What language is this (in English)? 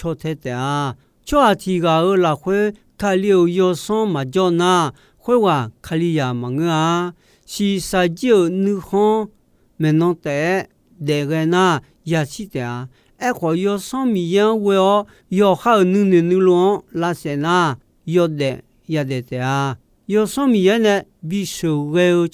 Akha